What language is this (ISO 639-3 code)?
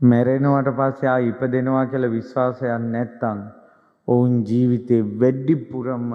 sin